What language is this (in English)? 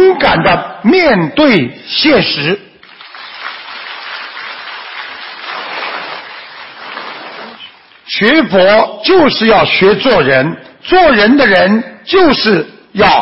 Chinese